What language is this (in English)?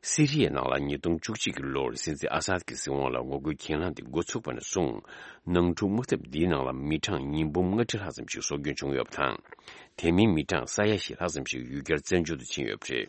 Tibetan